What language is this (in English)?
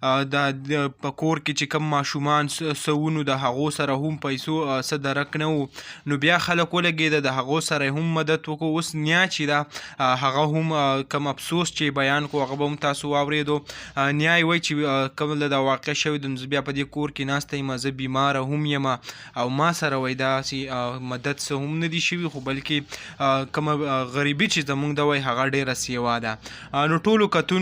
Pashto